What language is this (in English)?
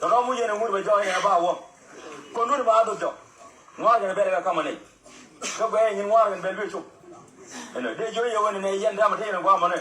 Nuer